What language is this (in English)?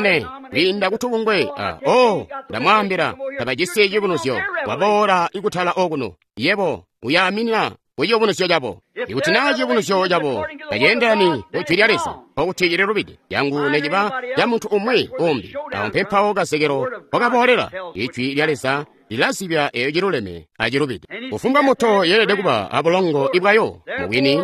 Tonga (Zambia)